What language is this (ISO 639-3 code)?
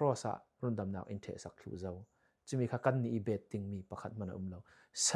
cfm